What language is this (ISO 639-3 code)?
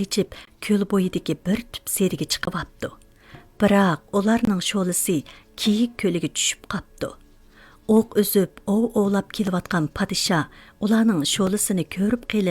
uig